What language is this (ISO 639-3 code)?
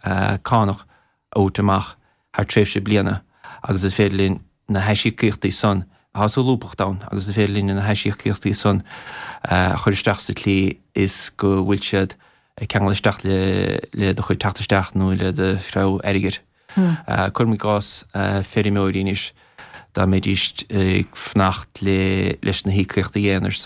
gle